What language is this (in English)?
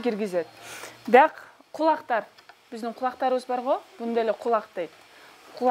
Kyrgyz